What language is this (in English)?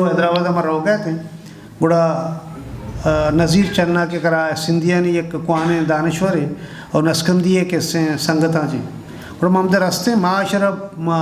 Eastern Balochi